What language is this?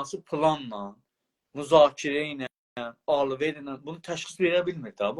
South Azerbaijani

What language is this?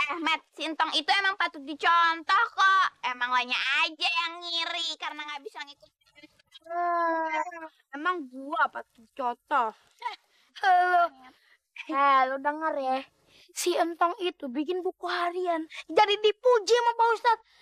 Betawi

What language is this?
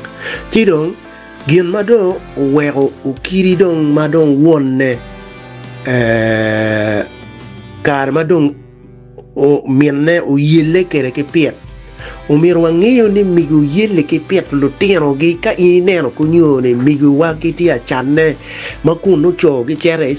Acoli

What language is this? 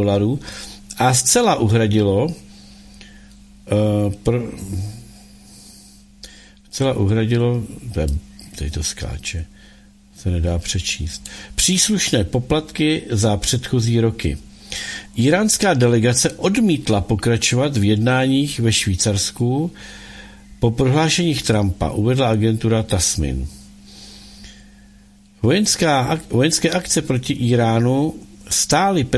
Czech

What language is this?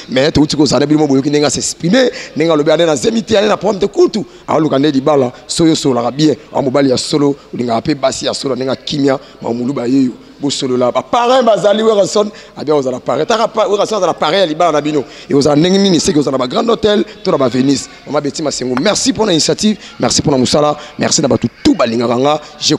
Lingala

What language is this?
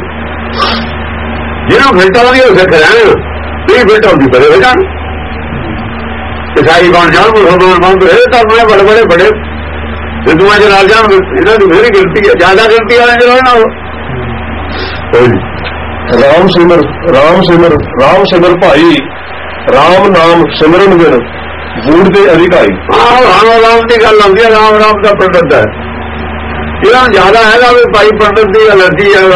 Punjabi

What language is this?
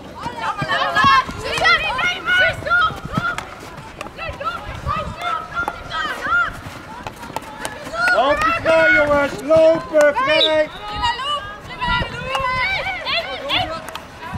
Dutch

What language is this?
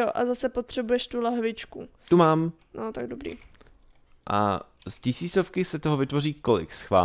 Czech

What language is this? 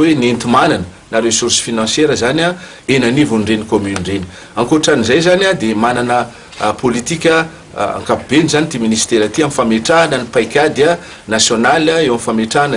Malagasy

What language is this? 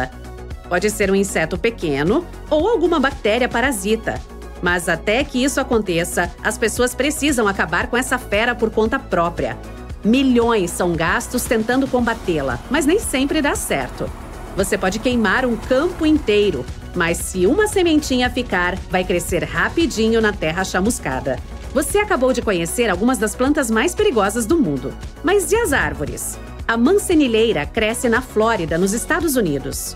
Portuguese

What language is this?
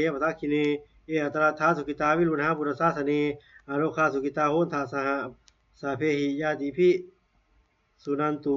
Pali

